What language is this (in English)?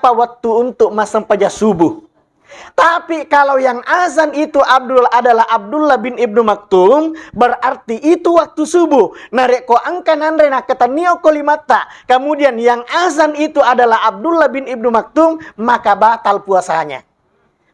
Buginese